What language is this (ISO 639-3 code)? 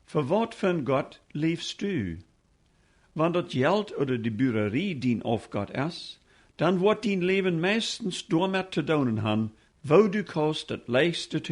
pdt